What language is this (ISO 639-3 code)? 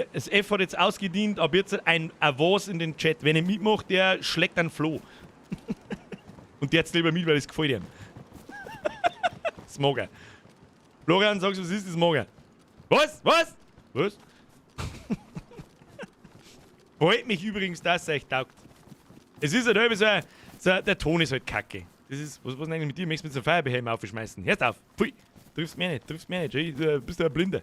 bar